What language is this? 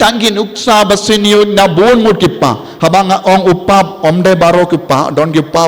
Khasi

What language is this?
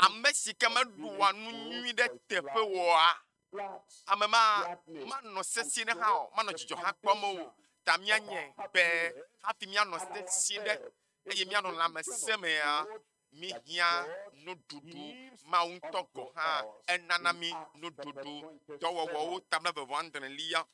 Ewe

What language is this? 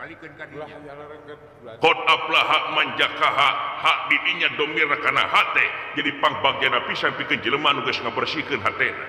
Sundanese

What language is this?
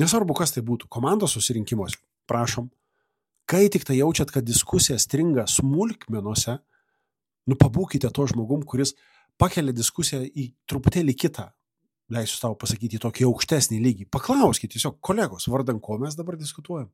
Lithuanian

